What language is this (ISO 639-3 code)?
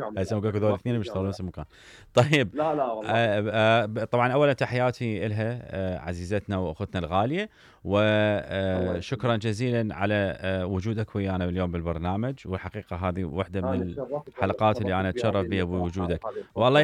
acm